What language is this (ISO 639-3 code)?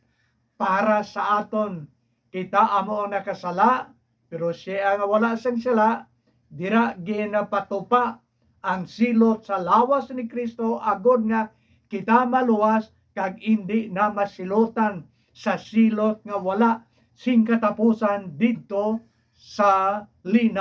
hil